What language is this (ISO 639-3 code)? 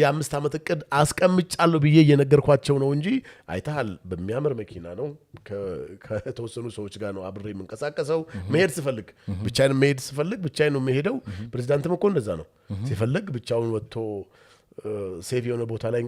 amh